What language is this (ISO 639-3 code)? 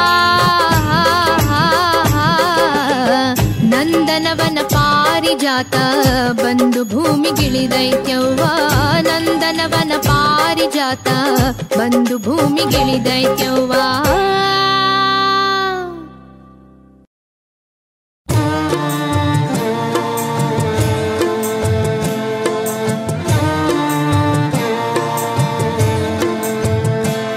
kan